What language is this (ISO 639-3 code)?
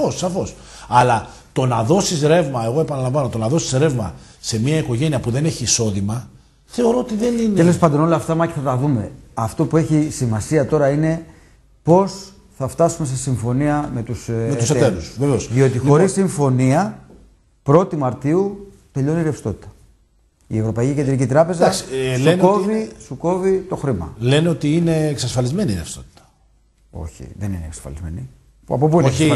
ell